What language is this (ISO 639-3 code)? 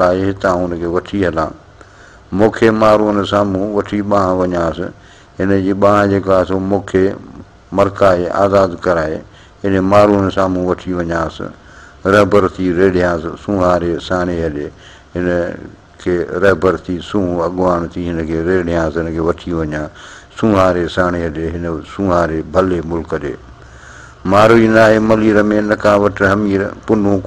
snd